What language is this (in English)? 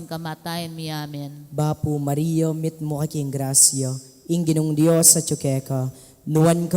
Pampanga